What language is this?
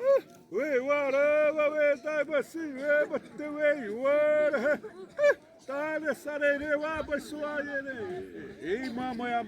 Xavánte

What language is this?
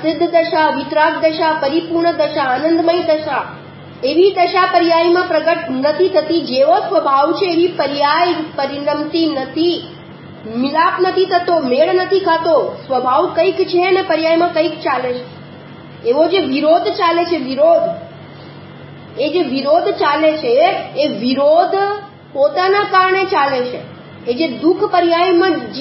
Gujarati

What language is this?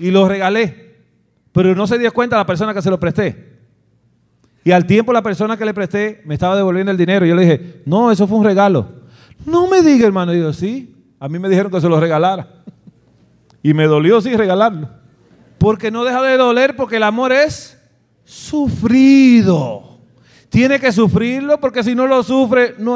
Spanish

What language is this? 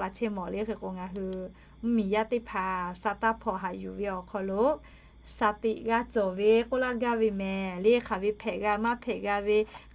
Lahu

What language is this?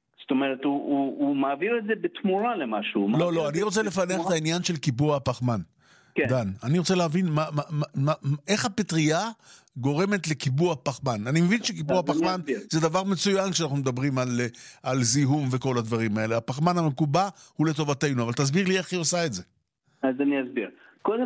Hebrew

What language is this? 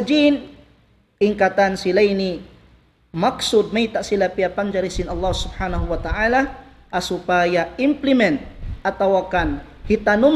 Tausug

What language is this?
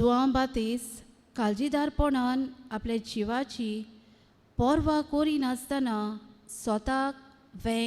Konkani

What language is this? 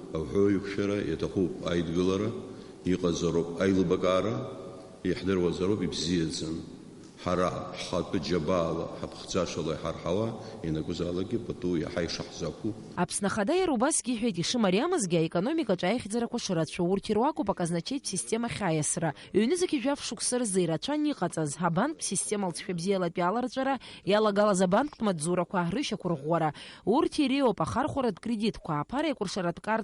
Abkhazian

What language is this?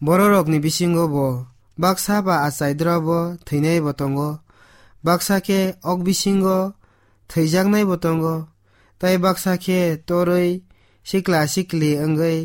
Kok Borok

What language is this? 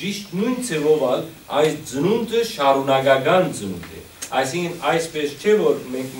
Western Armenian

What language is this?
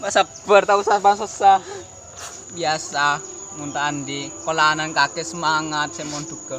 Madurese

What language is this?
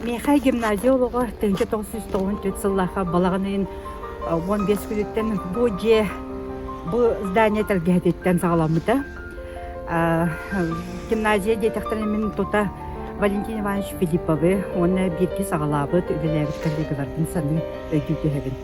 Yakut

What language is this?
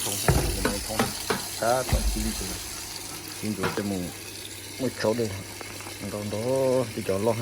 Hmong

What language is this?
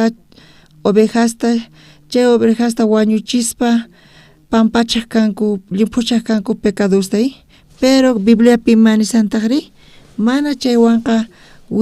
South Bolivian Quechua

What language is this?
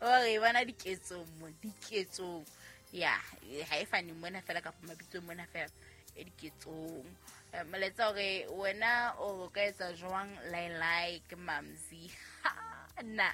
Southern Sotho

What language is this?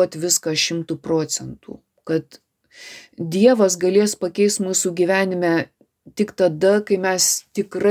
Lithuanian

